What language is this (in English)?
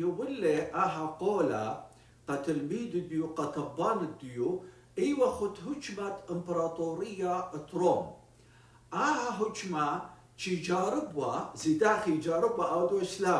Assyrian Neo-Aramaic